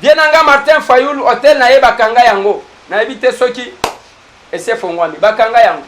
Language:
Lingala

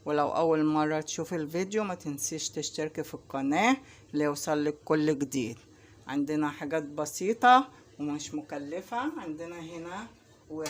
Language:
Egyptian Arabic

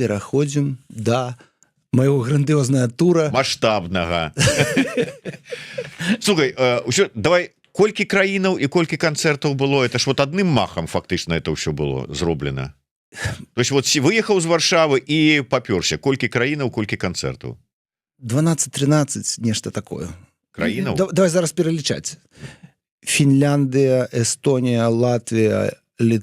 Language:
Belarusian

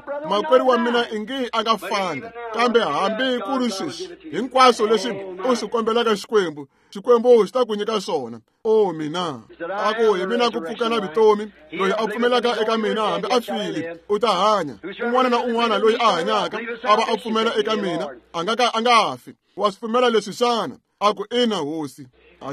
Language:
Tsonga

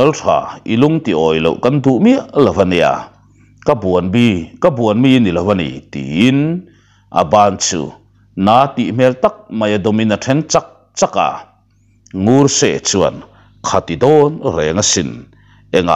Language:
Mizo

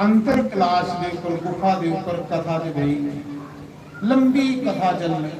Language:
Dogri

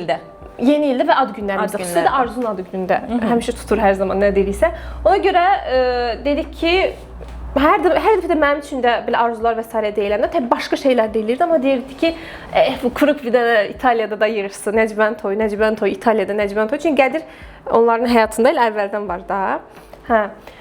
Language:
Azerbaijani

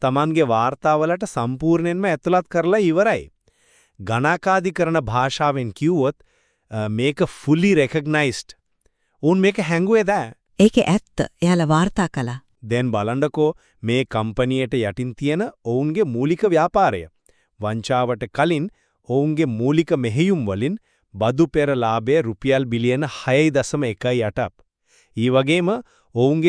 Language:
Sinhala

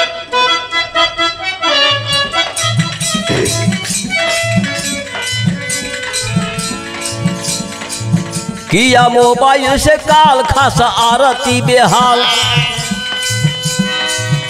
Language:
Bhojpuri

